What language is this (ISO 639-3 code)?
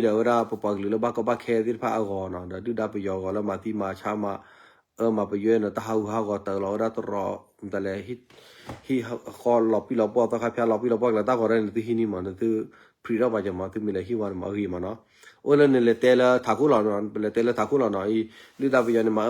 ksw